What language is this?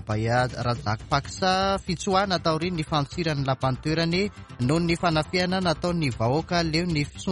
Malagasy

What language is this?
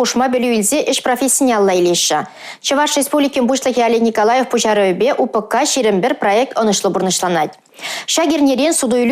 Chuvash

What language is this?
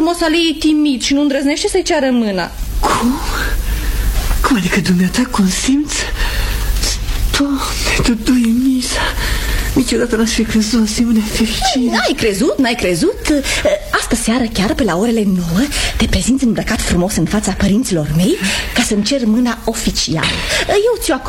Romanian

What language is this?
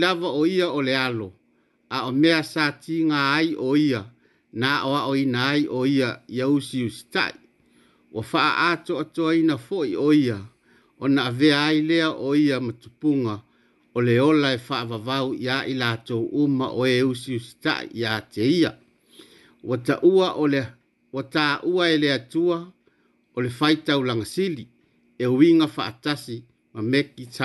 Samoan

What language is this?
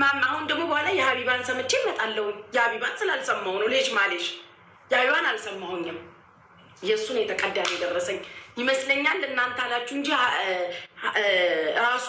Amharic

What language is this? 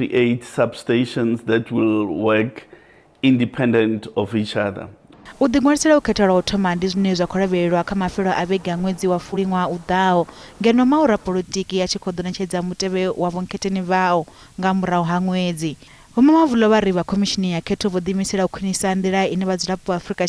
Venda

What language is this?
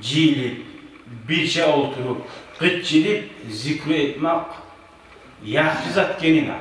Kumyk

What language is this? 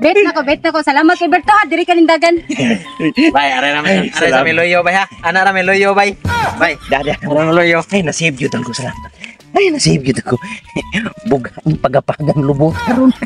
Cebuano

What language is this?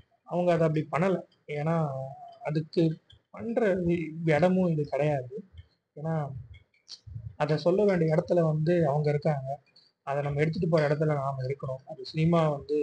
Tamil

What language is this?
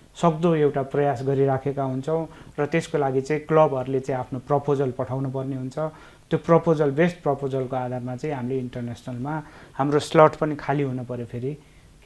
Nepali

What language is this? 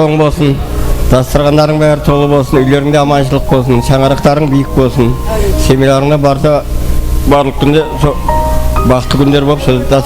Kara-Kalpak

